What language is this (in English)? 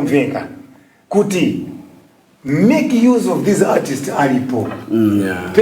Nyanja